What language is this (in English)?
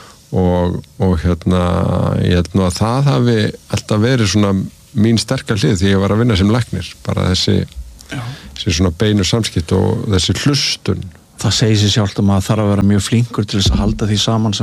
Icelandic